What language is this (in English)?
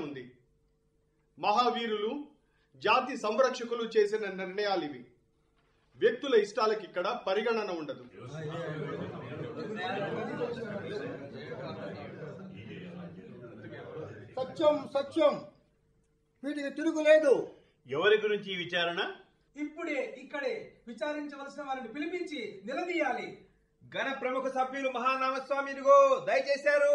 Telugu